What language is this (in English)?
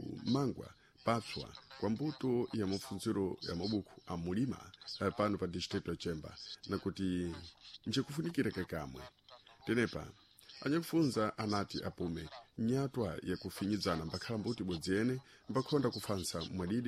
Sena